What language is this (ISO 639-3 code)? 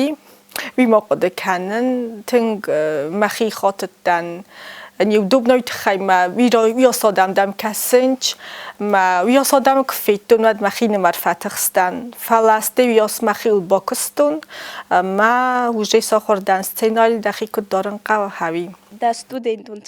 oss